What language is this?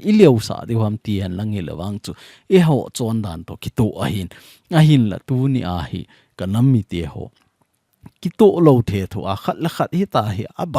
Thado Chin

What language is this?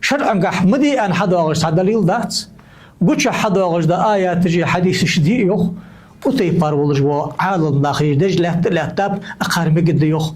Ingush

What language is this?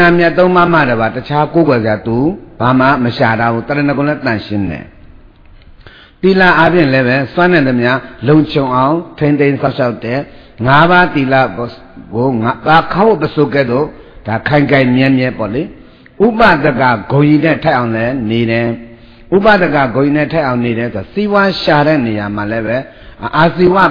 Burmese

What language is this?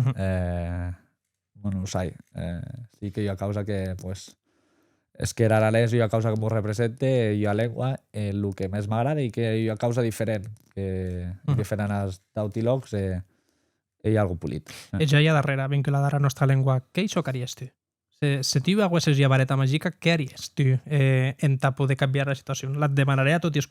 Occitan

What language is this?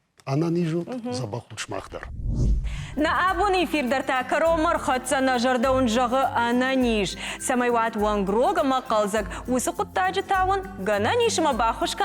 Ossetic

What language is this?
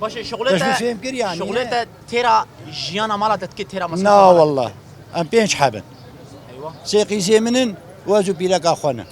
Kurdish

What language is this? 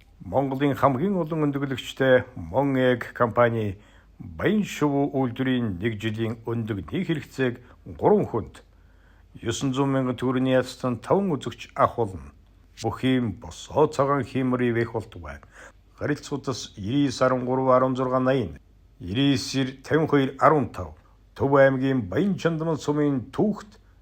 Mongolian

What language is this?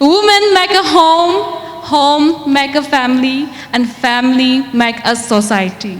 Poumei Naga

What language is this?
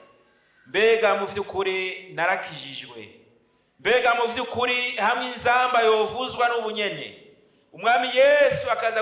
Rundi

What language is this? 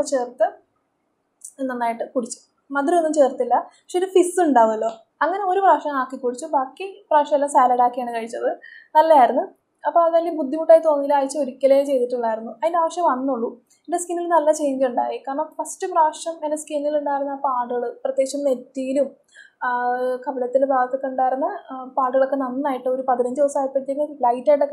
Malayalam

